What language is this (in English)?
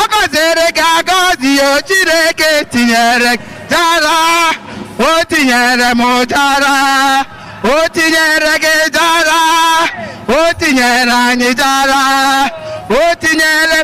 Igbo